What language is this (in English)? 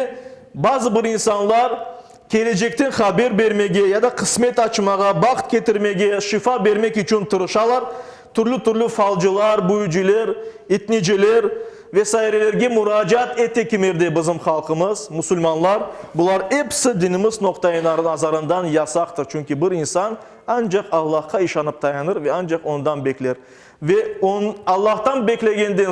Crimean Tatar